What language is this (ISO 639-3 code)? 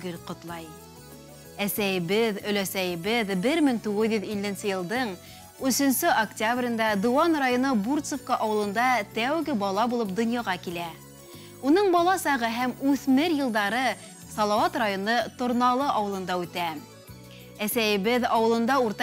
bak